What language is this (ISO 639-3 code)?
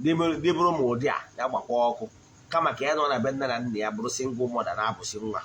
ibo